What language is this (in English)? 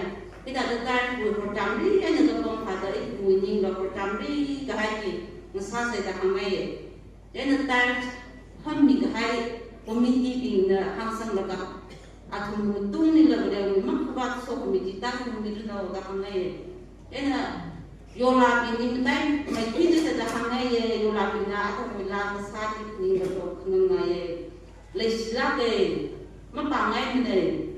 Tangkhul Naga (India)